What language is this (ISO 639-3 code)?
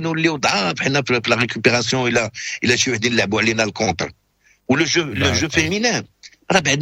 ary